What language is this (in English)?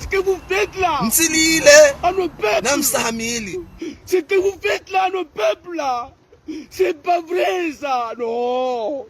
Ngazidja Comorian